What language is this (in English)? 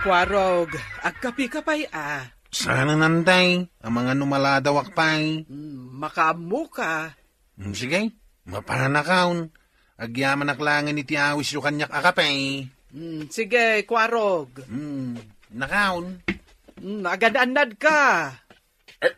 Iloko